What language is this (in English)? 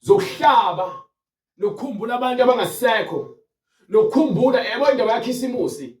Zulu